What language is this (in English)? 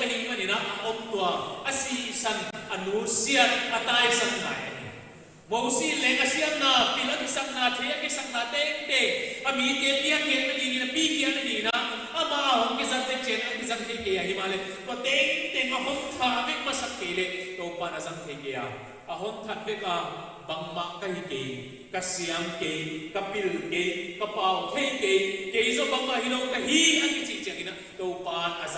Paite Chin